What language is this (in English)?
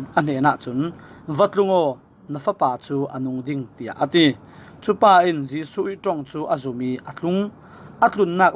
Falam Chin